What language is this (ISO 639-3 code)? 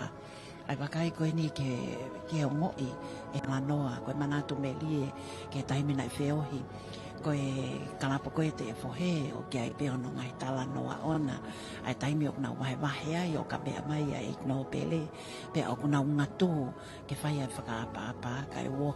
ton